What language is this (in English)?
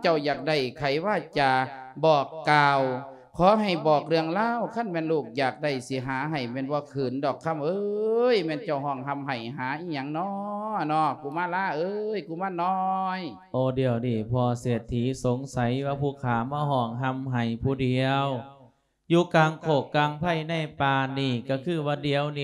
Lao